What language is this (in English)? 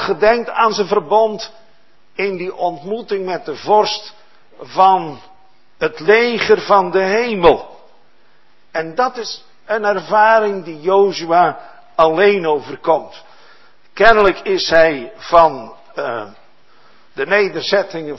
Dutch